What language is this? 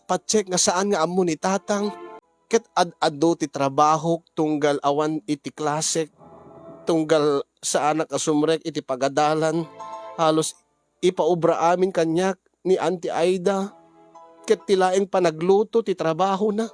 Iloko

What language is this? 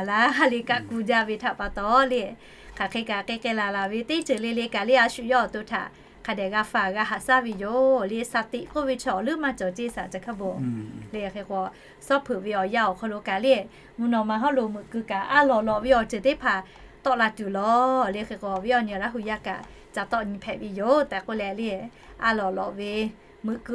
Lahu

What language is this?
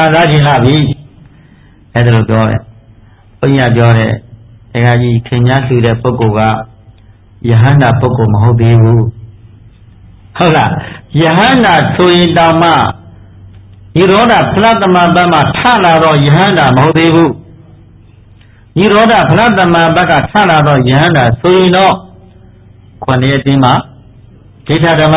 Burmese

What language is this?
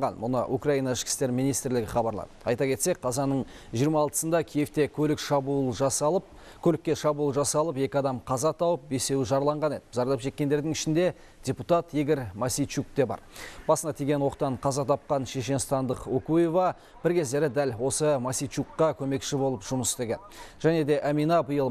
Kazakh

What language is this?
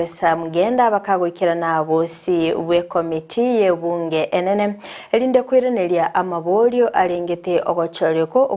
Gusii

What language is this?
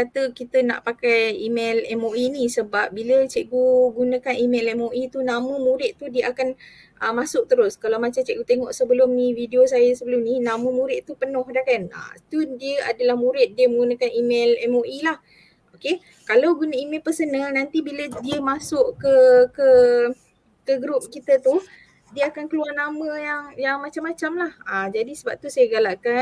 Malay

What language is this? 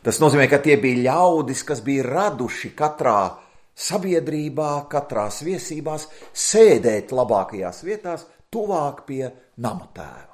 Latvian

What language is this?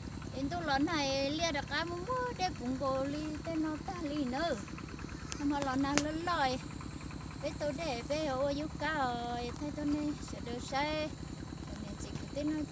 Hmong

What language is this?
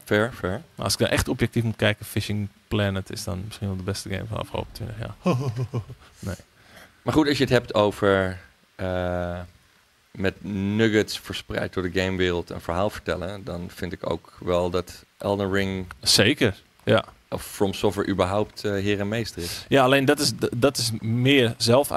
Dutch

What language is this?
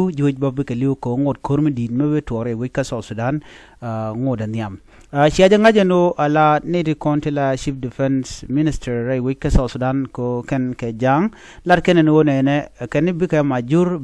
Nuer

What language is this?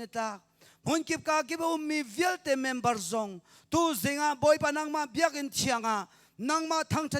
Hakha Chin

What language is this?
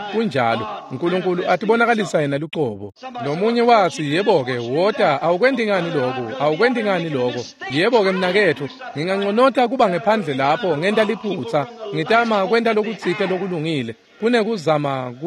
Swati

